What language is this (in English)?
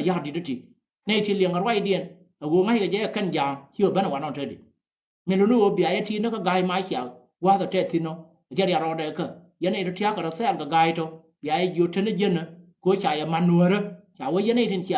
Nuer